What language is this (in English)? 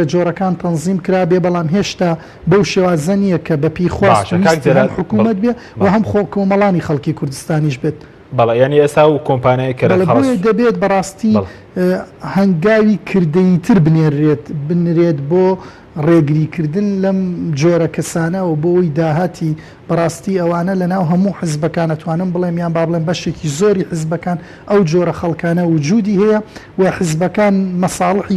Central Kurdish